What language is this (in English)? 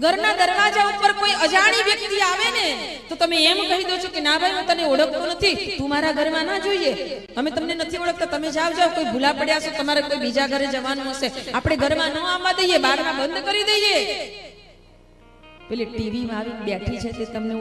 Gujarati